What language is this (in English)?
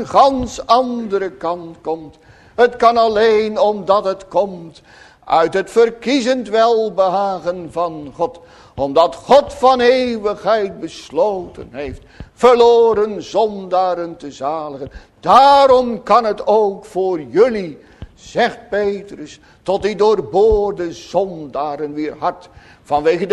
Dutch